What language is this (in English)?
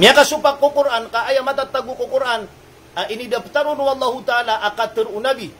Maranao